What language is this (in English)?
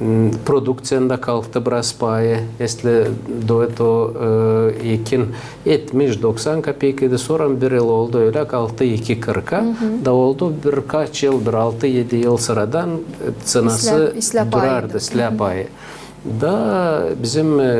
Gagauz